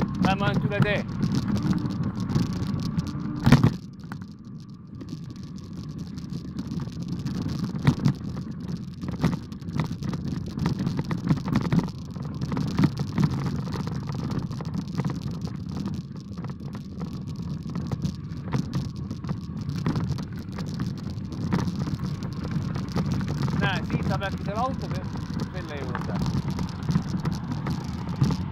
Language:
Estonian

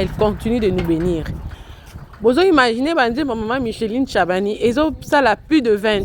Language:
Lingala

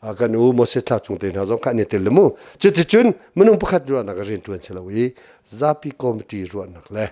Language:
Hakha Chin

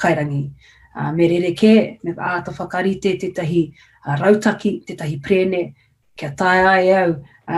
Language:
Māori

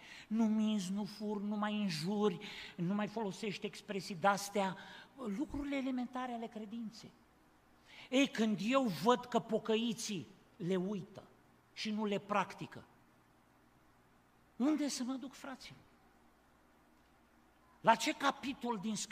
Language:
Romanian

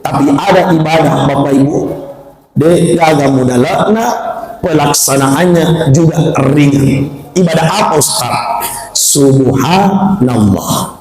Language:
Buginese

